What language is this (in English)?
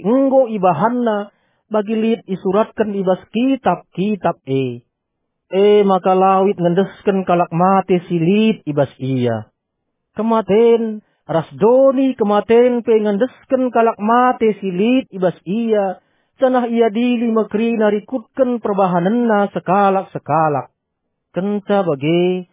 Batak Karo